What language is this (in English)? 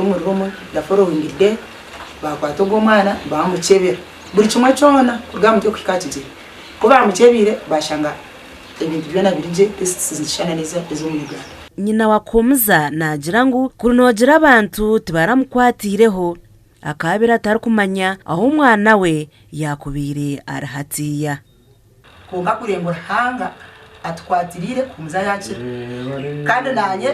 Nyankole